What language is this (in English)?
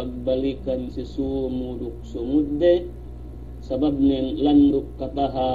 Yakan